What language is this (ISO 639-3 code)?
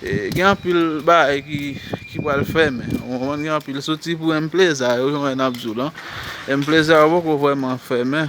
hat